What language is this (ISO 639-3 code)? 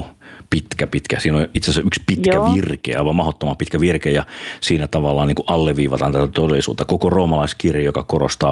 fin